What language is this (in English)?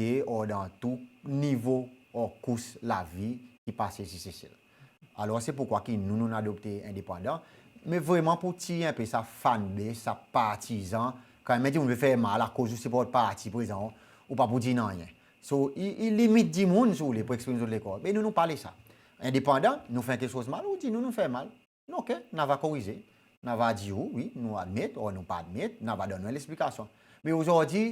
Seselwa Creole French